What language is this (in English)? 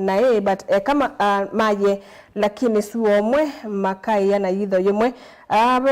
Kamba